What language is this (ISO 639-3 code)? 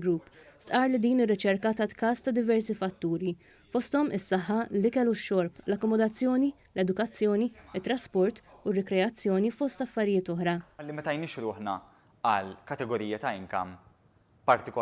mlt